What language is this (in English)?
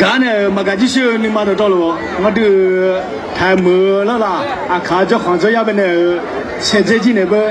Akha